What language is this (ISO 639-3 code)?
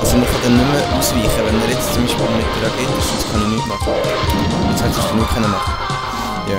gsw